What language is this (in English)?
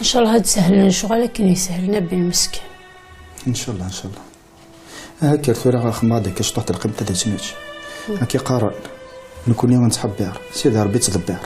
Kabyle